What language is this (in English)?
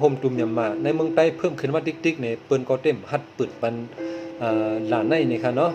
Shan